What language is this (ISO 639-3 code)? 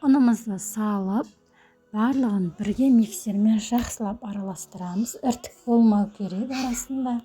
kaz